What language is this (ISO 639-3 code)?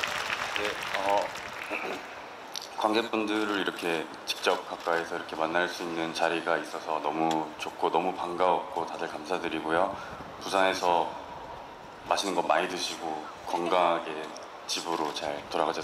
kor